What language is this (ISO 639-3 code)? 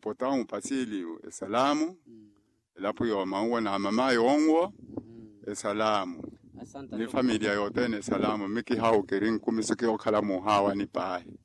vmw